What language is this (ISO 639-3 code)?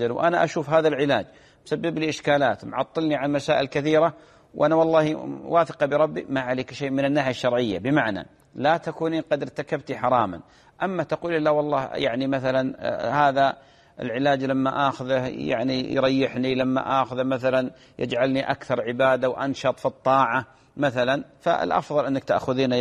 ara